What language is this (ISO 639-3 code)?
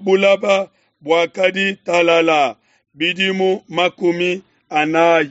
lua